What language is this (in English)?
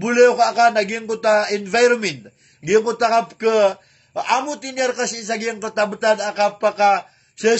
Maranao